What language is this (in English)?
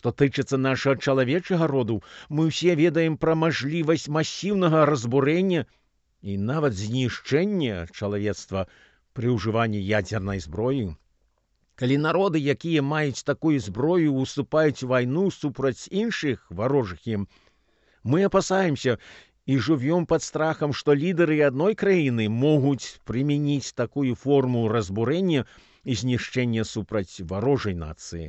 Belarusian